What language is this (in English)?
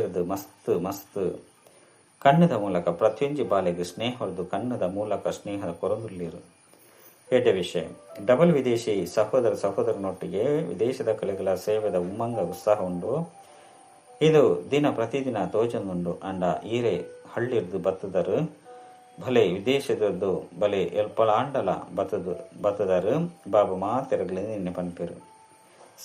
Tulu